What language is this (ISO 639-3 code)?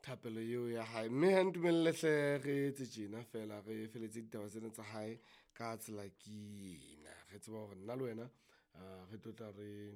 sot